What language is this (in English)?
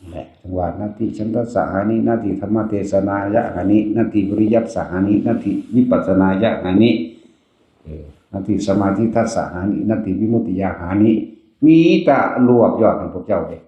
Northeastern Thai